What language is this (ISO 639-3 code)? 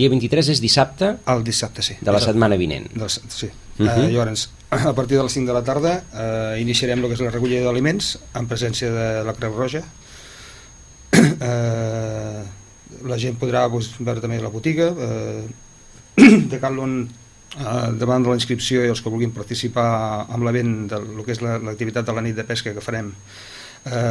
cat